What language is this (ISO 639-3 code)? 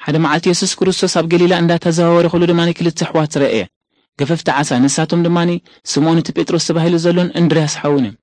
tir